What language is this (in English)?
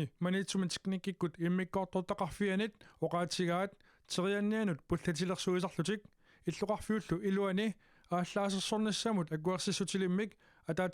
Kalaallisut